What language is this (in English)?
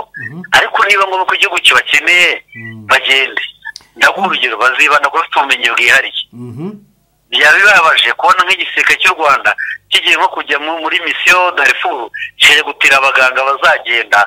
Kinyarwanda